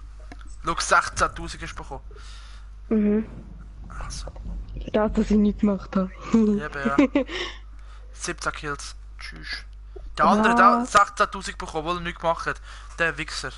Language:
Swiss German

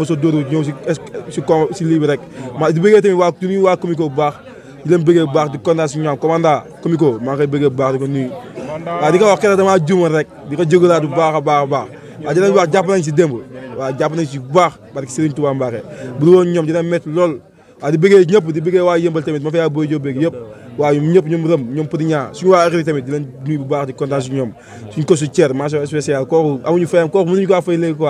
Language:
Wolof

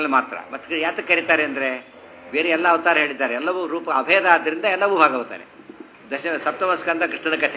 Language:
Kannada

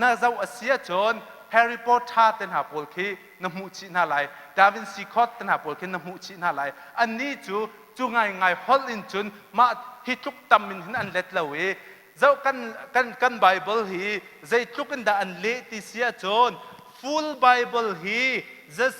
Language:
Hakha Chin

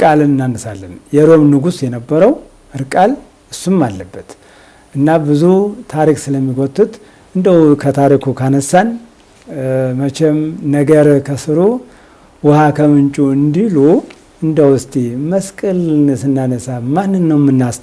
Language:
Amharic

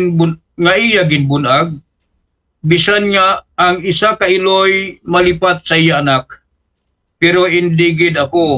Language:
Aklanon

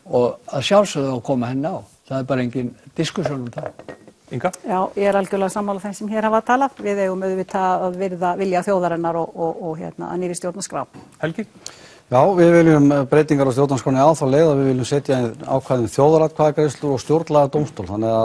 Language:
Icelandic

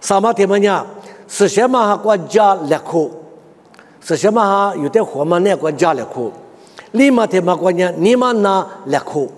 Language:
Lisu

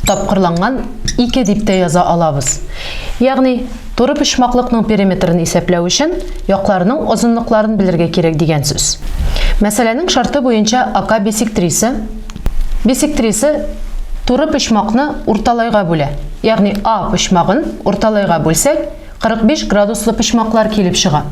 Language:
Tatar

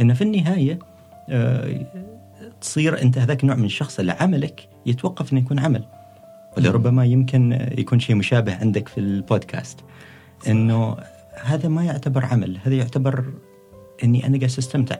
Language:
Gulf Arabic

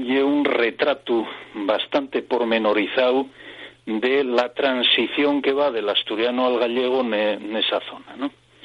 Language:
Asturian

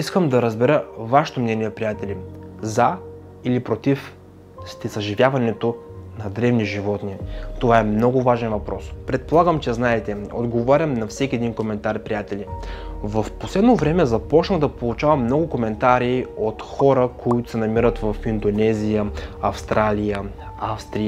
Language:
Bulgarian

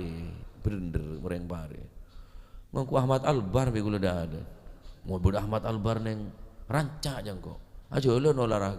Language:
Madurese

